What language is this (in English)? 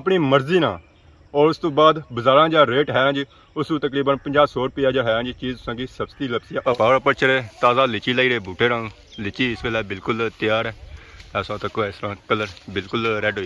Pahari-Potwari